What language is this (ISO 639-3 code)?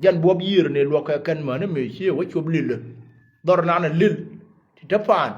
nus